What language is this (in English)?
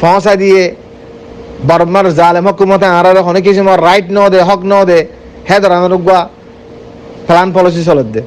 Rohingya